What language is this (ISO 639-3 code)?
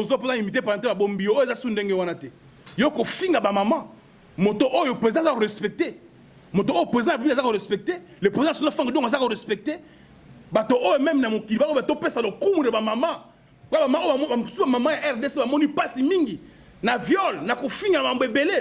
lin